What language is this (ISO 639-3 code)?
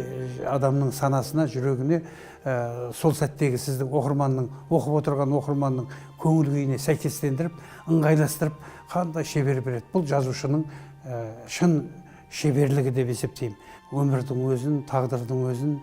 kaz